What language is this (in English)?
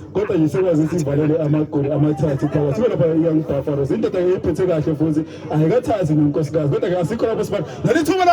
Zulu